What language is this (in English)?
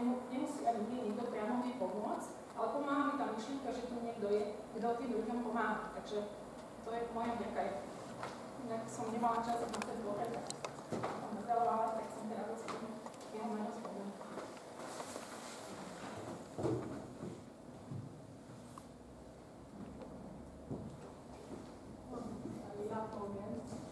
Slovak